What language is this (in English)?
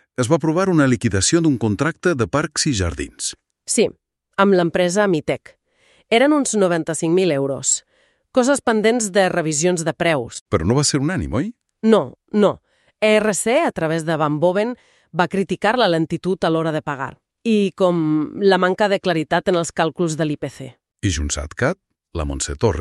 Catalan